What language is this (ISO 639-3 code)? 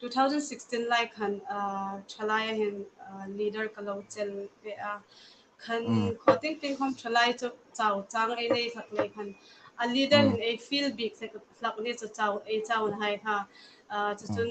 hmr